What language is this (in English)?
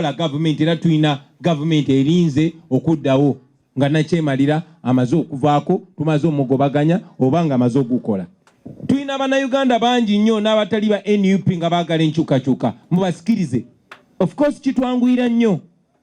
Ganda